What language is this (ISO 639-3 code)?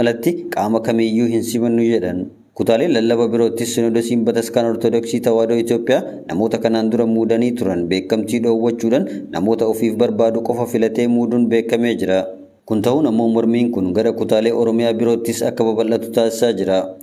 orm